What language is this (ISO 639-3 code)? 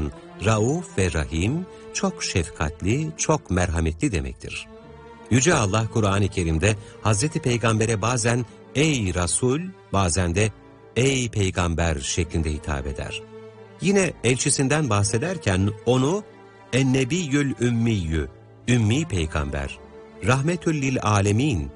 tur